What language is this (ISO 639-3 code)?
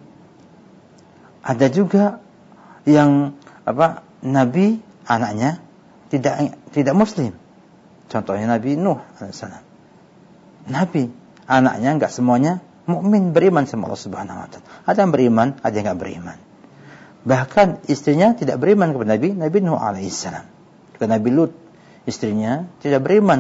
ind